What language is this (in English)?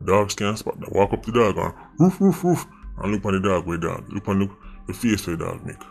Jamaican Creole English